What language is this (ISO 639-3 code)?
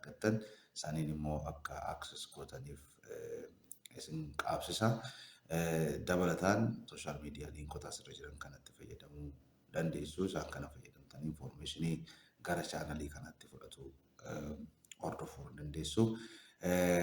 orm